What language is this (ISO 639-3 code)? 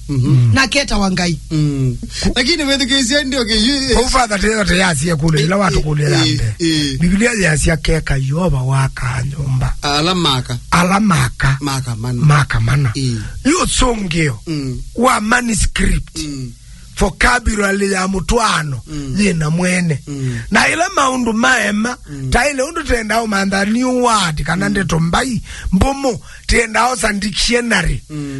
kam